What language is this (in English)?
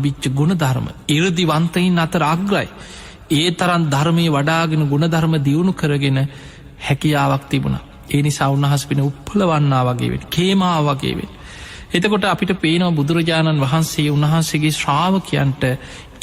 Sinhala